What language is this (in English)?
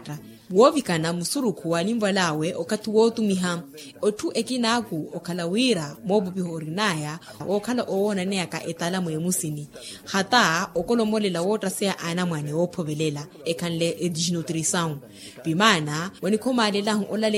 Makhuwa